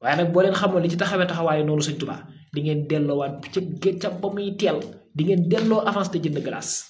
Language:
Wolof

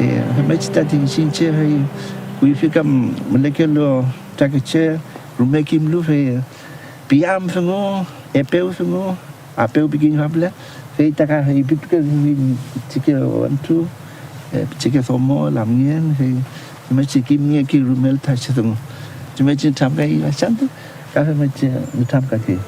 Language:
Mapuche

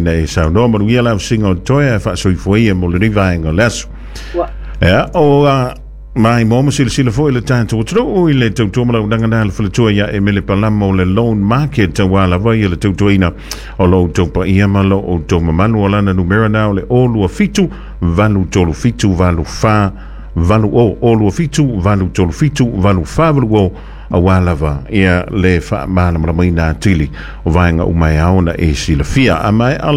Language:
Samoan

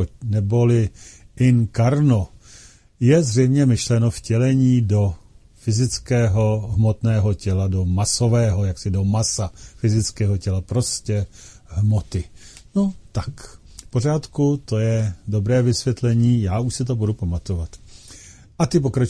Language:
Czech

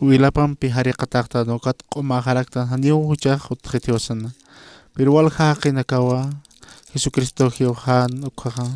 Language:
Aymara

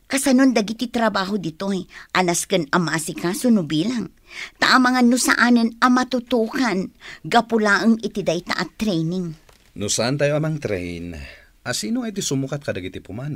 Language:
Iloko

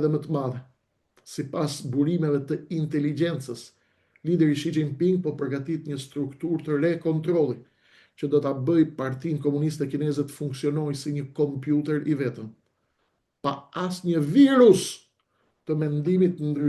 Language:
Albanian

